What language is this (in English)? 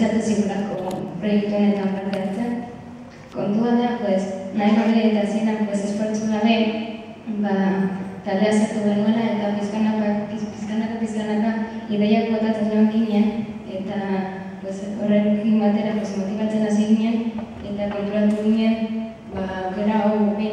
Basque